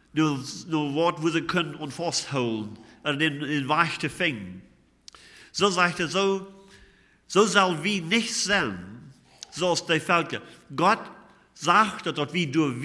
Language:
Plautdietsch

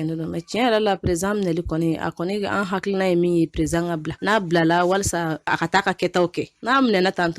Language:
Bambara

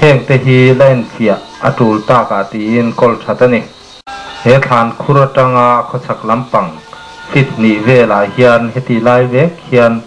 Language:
Mizo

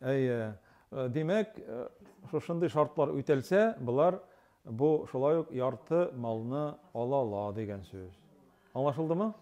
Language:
Tatar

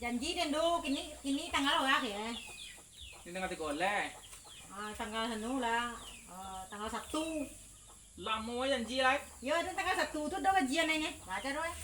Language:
Minangkabau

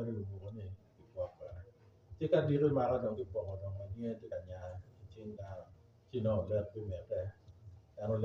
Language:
Acoli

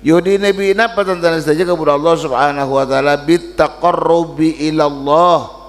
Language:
Madurese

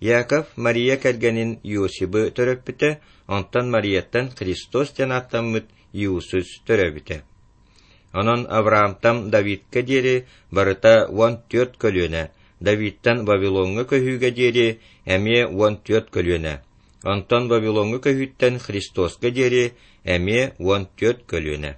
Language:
Yakut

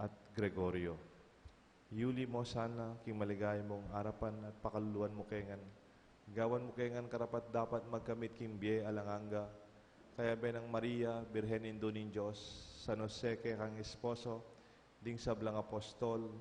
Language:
Pampanga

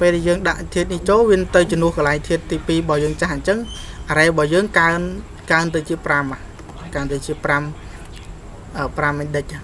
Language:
Khmer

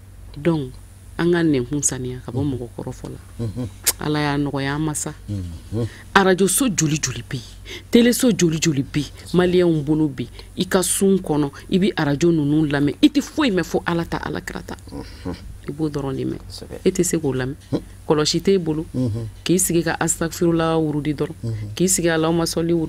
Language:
Bambara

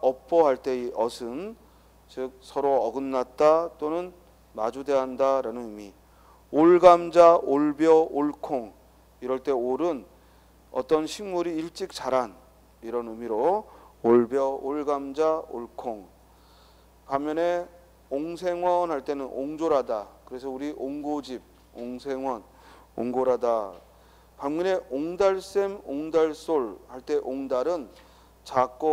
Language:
Korean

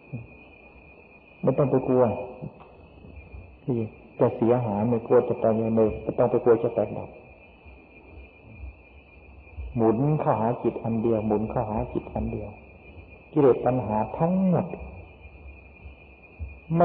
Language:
Thai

